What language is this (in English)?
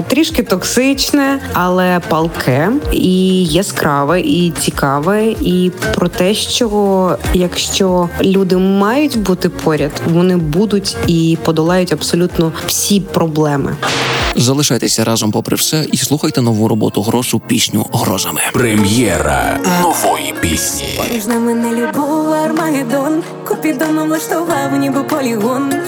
Ukrainian